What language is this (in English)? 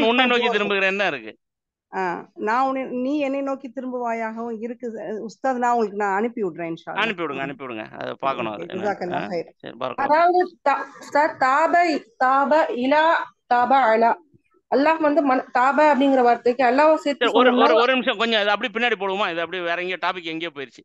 Tamil